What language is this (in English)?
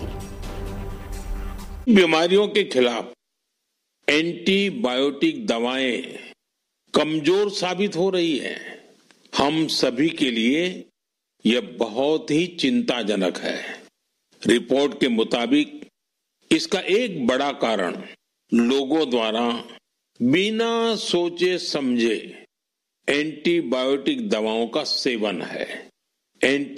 Hindi